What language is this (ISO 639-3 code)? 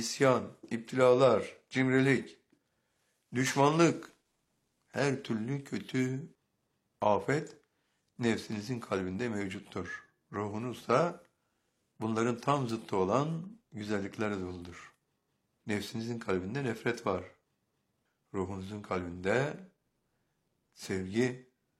tur